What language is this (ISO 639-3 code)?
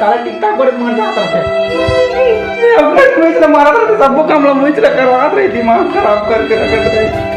hne